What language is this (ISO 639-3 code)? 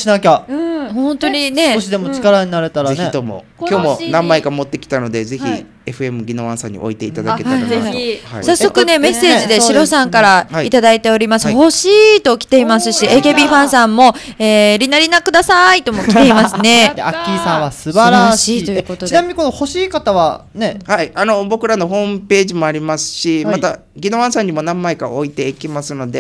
jpn